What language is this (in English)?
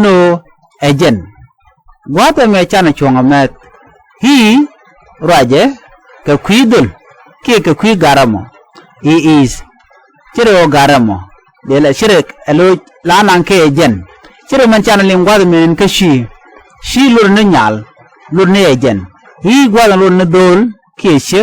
Nuer